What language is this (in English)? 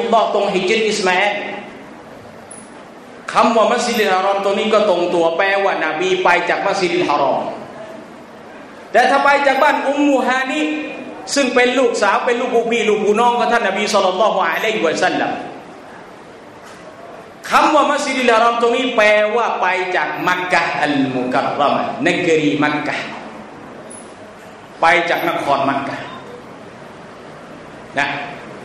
Thai